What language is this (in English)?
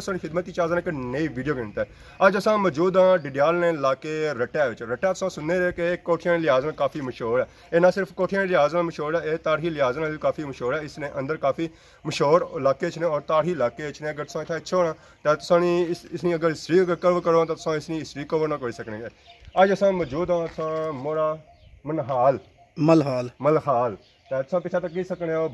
Pahari-Potwari